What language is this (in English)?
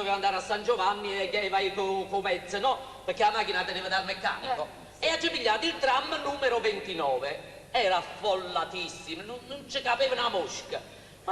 Neapolitan